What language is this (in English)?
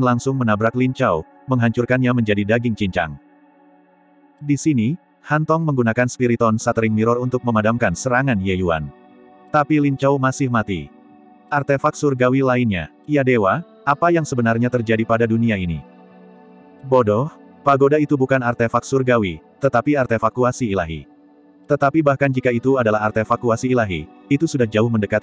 Indonesian